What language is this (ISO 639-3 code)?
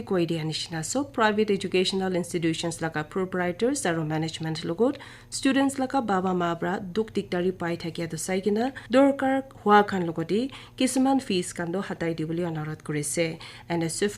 nag